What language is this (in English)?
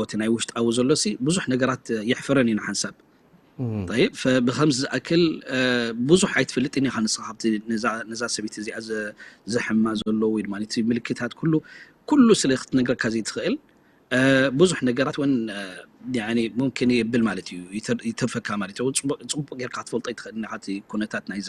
Tigrinya